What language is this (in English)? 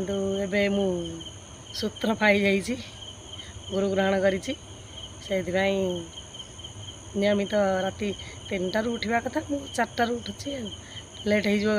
Odia